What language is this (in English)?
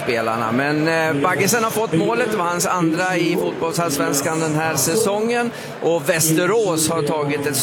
Swedish